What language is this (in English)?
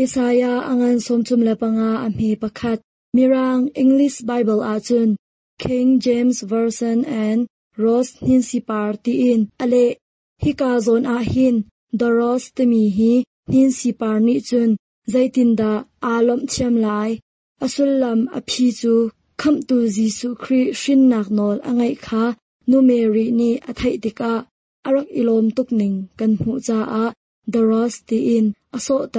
Hakha Chin